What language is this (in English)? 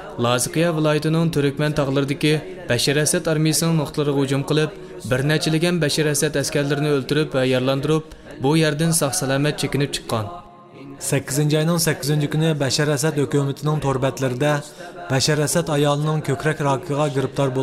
Uyghur